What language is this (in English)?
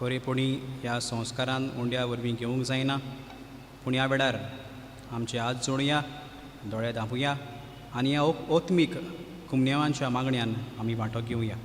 Konkani